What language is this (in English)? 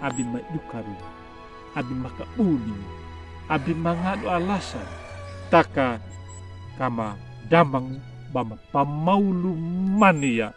Anakalangu